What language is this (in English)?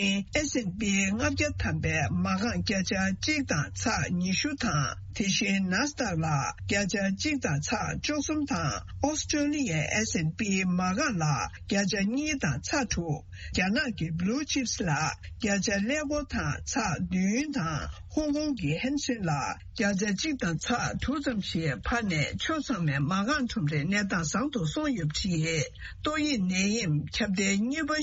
Tibetan